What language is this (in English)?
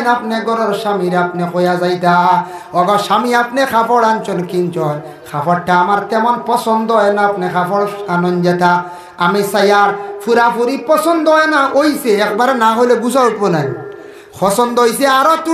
Sylheti